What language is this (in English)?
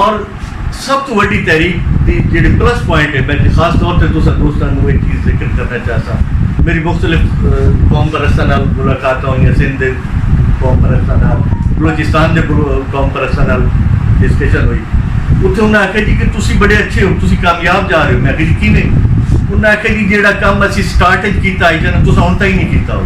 Saraiki